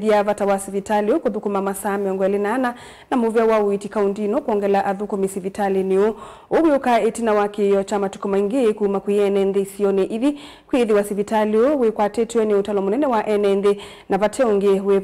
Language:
Kamba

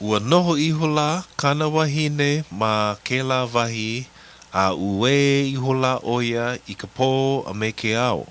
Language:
Hawaiian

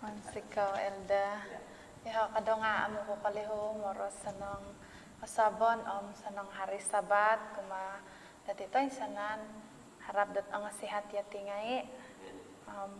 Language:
Central Dusun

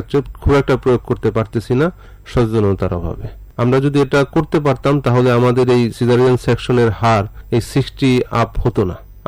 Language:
Bangla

